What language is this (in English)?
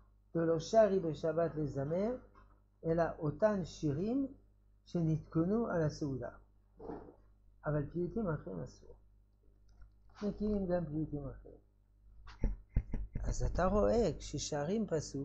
Hebrew